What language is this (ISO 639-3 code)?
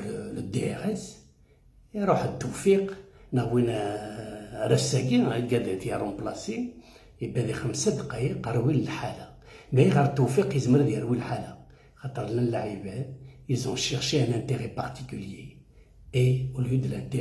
kab